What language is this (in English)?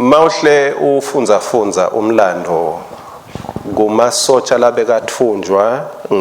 Swati